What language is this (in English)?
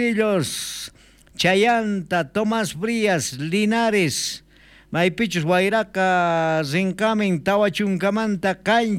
South Bolivian Quechua